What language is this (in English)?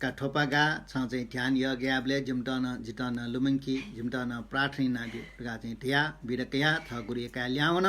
Newari